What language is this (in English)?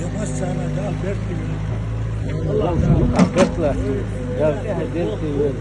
Chechen